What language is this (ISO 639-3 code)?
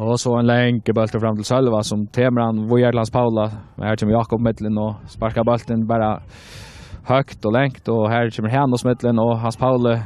fao